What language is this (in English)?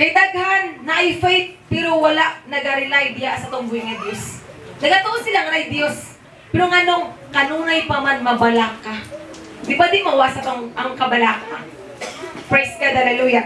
Cebuano